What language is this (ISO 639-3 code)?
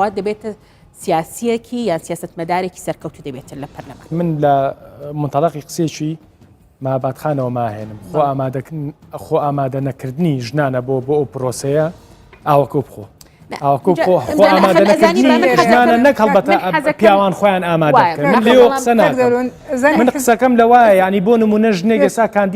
ckb